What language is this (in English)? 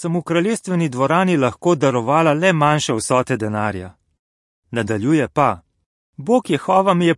Slovenian